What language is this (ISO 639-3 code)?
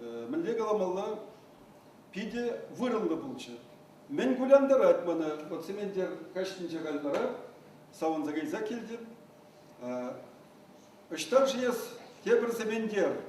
chv